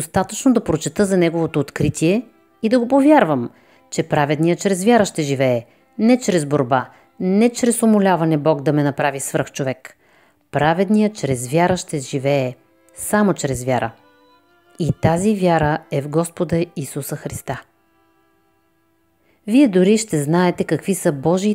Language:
Bulgarian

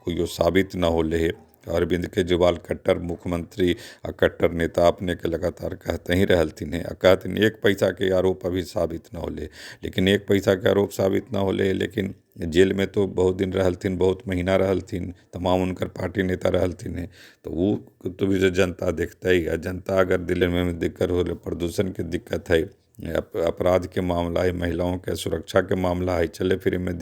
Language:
Magahi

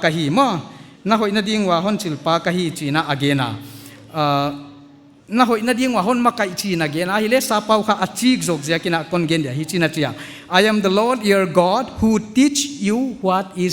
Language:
Paite Chin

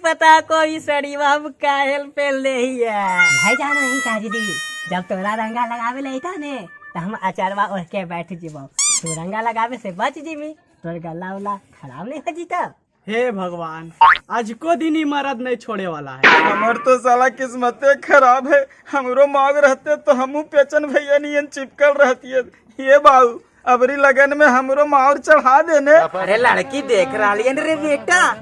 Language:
Magahi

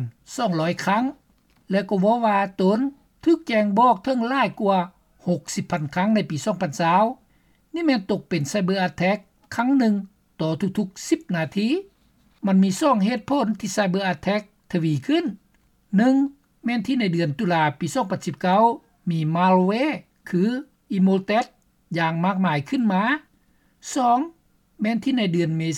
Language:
Lao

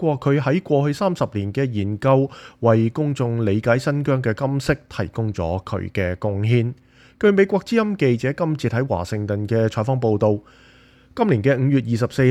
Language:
Cantonese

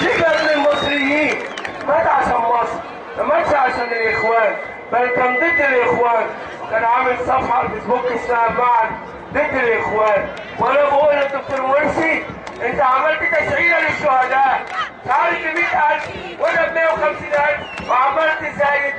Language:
Egyptian Arabic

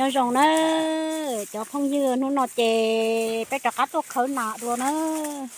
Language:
Hmong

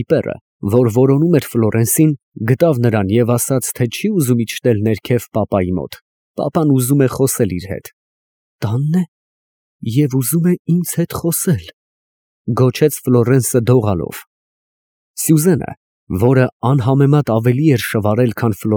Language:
Armenian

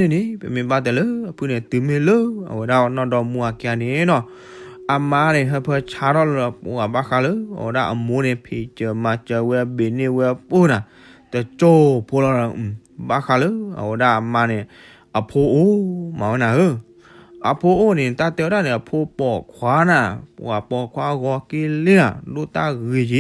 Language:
S'gaw Karen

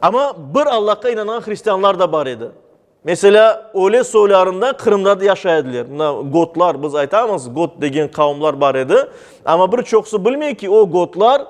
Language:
Crimean Tatar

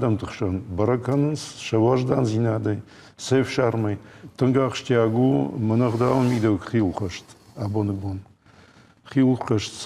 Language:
Ossetic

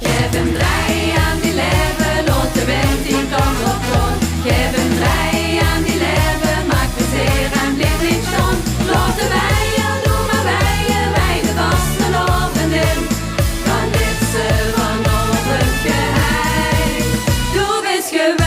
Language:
Limburgish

